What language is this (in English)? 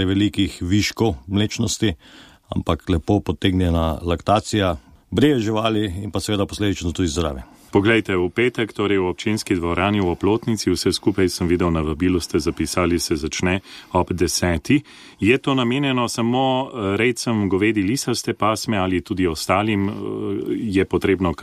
Slovenian